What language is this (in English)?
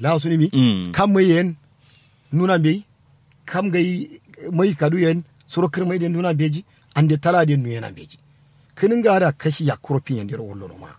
Kanuri